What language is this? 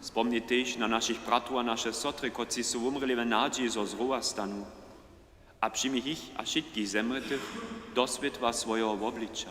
Upper Sorbian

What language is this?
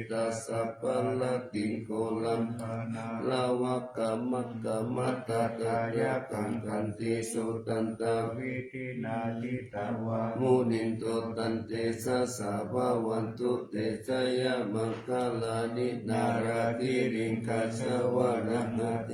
Pali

